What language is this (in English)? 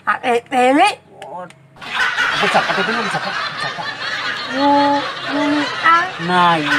Banjar